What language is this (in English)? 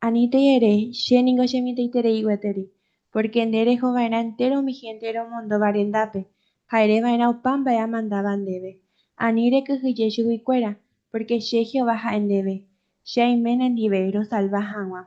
Guarani